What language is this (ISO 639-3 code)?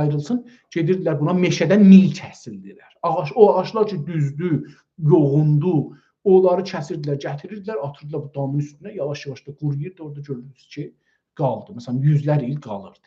azb